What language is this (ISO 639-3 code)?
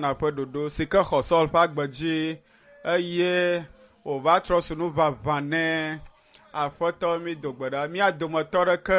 ewe